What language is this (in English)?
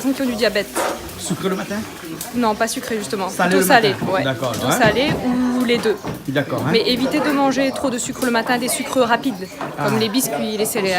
Réunion Creole French